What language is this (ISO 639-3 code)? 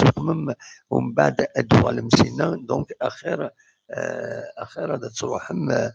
kab